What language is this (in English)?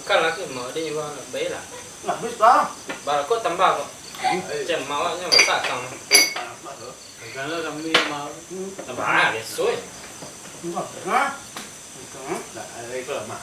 Minangkabau